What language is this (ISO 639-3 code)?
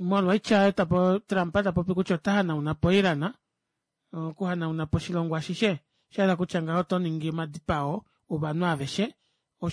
kua